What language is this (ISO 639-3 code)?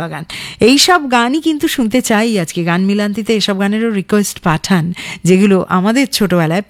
ben